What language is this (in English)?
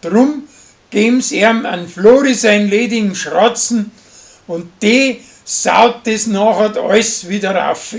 Bavarian